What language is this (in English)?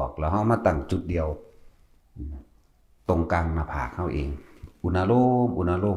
Northeastern Thai